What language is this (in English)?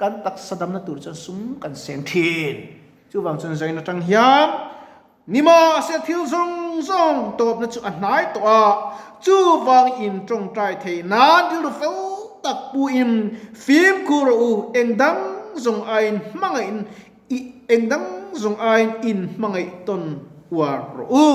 Mizo